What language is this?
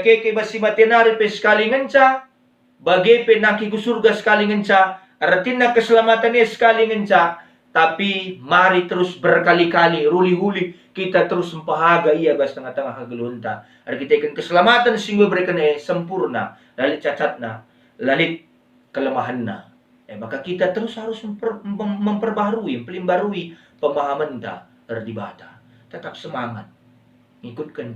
Batak Karo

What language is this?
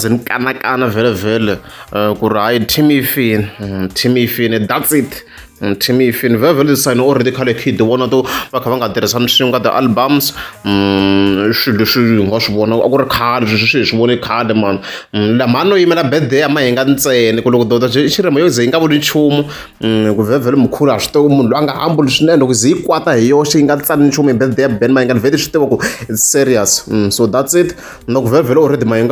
Tsonga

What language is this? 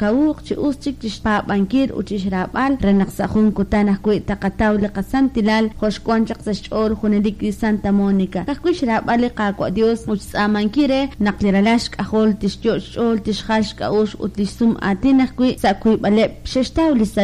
Kekchí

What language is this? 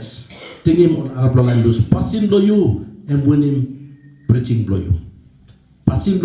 Tok Pisin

